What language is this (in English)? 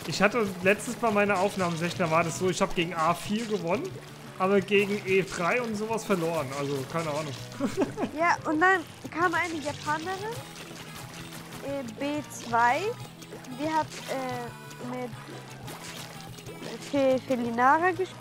German